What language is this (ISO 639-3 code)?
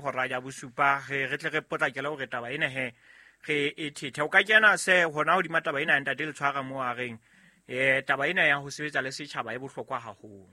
sot